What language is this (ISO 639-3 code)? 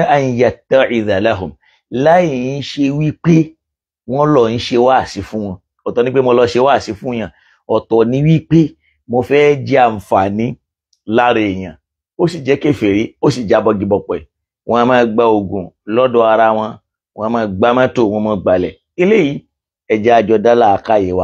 yor